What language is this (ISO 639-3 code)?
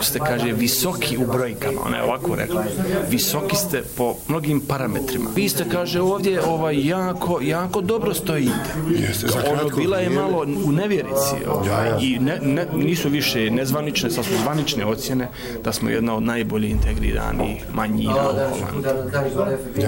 bos